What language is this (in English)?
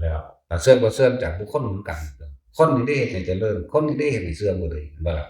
Northeastern Thai